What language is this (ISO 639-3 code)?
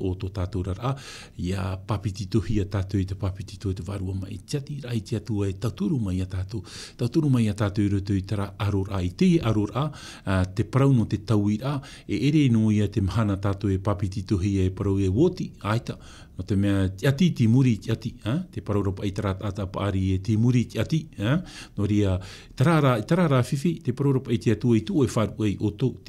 tah